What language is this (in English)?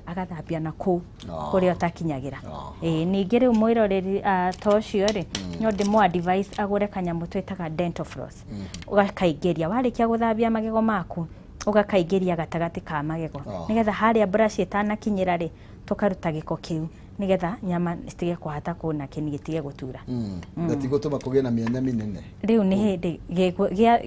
Kikuyu